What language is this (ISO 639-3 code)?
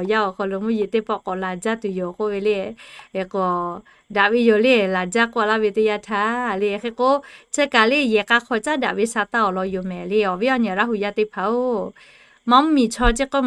lhu